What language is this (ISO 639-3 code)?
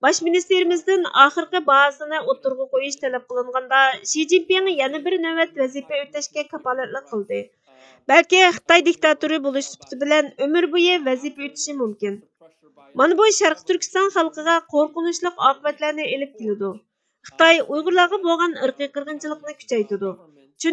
uig